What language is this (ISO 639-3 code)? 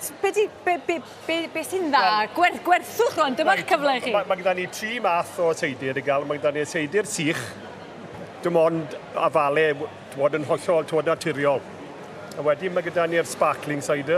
cym